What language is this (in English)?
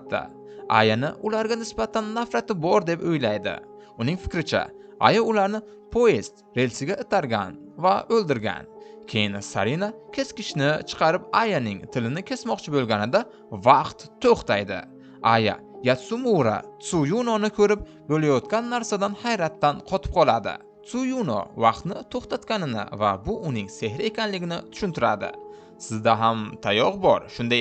Uzbek